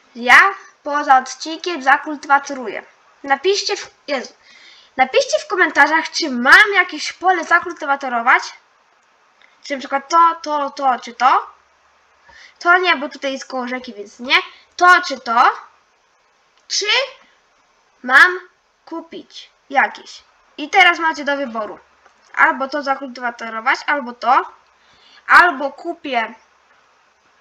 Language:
Polish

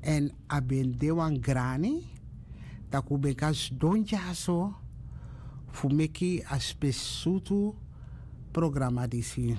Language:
Sranan Tongo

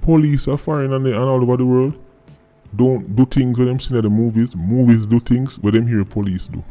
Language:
Jamaican Creole English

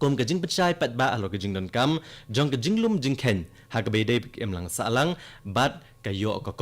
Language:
Khasi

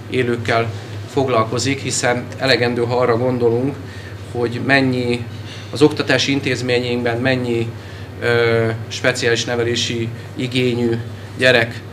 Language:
Hungarian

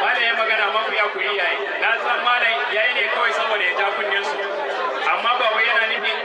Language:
Hausa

